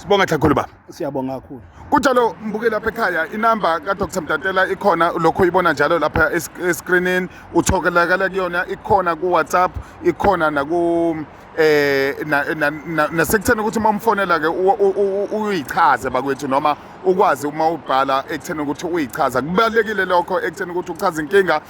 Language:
Zulu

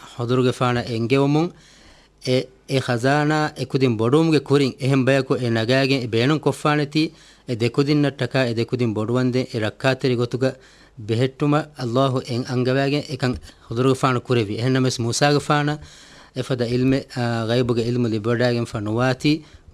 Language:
Divehi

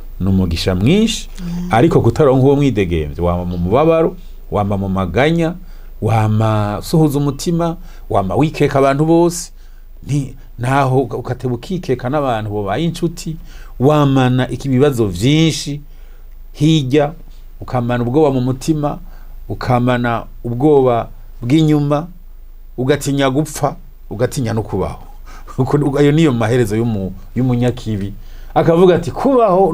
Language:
Rundi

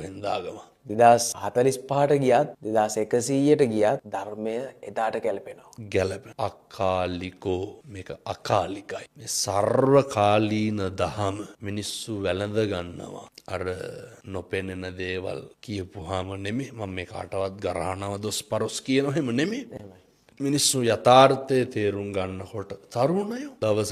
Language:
Sinhala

